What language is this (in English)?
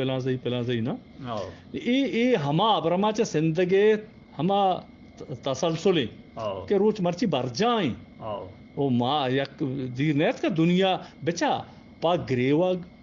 Eastern Balochi